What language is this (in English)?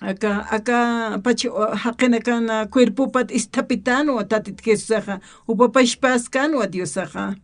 Aymara